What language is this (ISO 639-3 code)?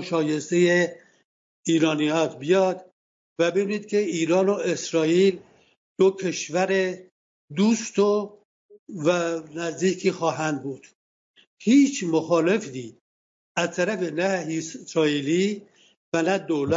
fas